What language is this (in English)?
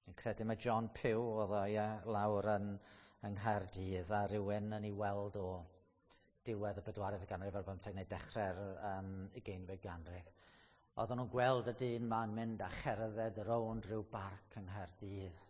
Welsh